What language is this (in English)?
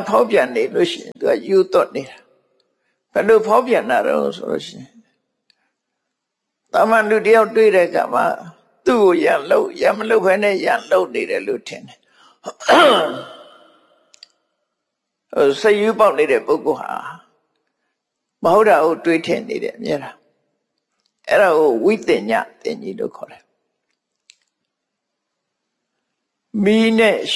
Burmese